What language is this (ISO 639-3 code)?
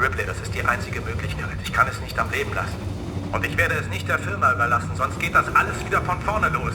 bar